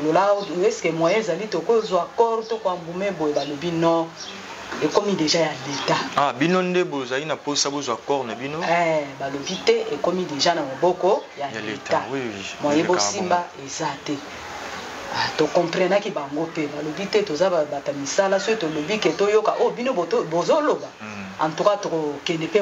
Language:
Lingala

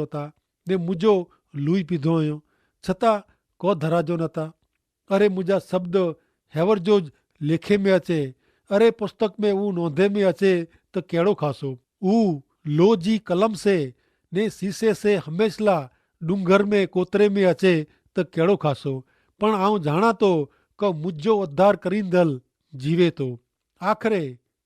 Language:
Kachhi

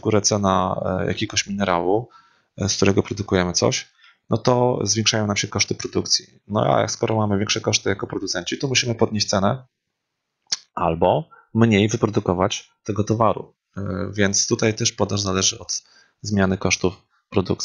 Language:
Polish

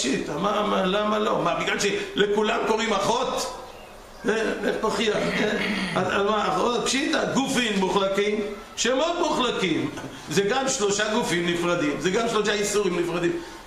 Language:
Hebrew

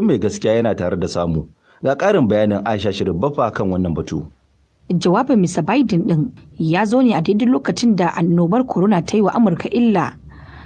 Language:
Hausa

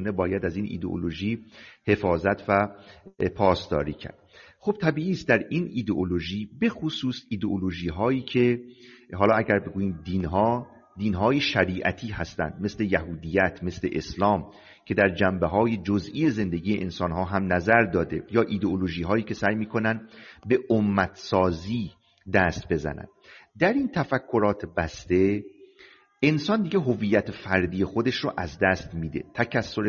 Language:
Persian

